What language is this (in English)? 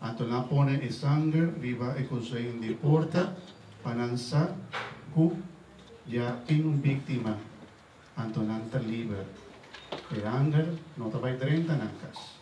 Papiamento